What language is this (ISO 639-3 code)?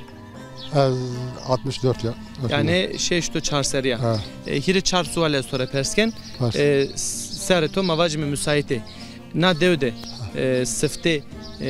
zza